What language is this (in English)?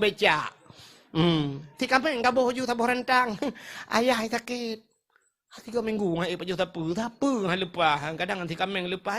Achinese